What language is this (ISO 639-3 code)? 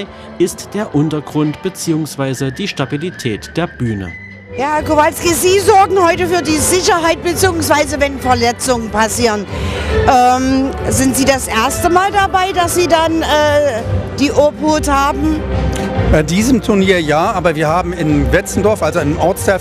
deu